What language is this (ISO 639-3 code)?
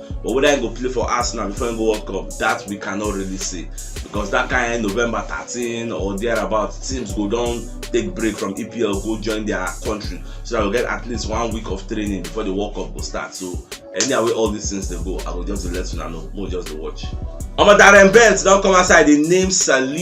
pcm